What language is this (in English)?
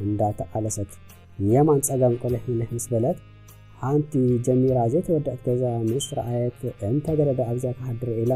Tigrinya